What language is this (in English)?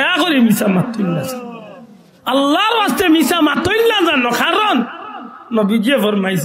Sylheti